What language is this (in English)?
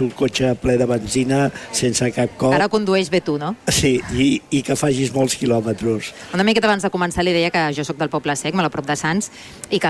Catalan